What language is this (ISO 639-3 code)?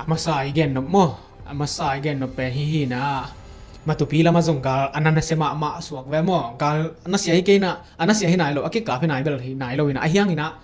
ctd